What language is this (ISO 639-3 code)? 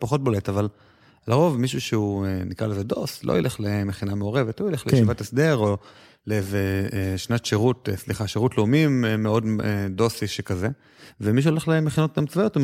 heb